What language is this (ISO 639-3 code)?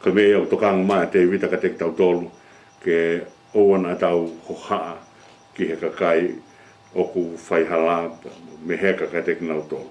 ton